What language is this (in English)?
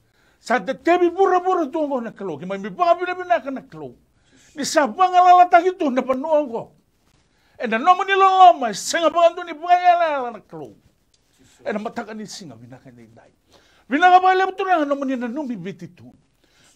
Fijian